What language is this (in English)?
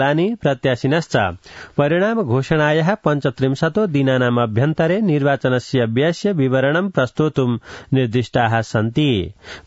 Sanskrit